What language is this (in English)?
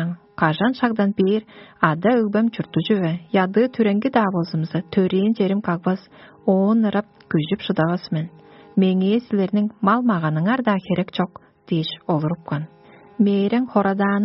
Tuvinian